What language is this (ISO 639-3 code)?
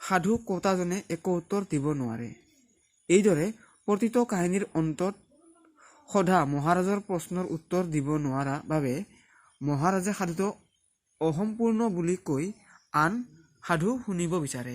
asm